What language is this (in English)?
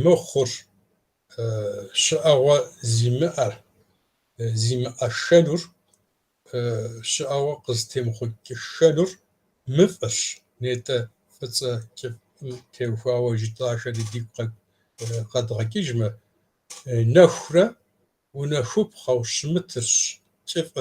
Kabardian